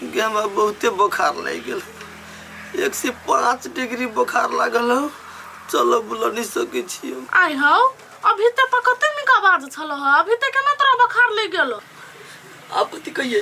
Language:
Maithili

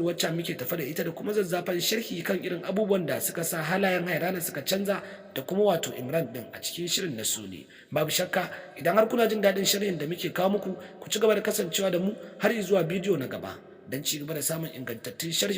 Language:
Hausa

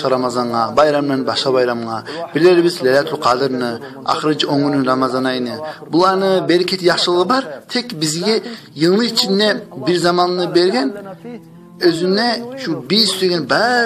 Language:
Kumyk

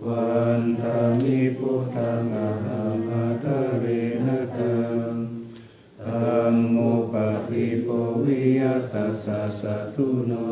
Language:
Pali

